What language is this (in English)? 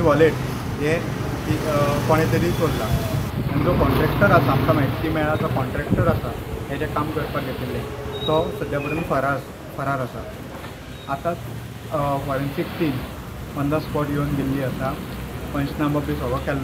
Konkani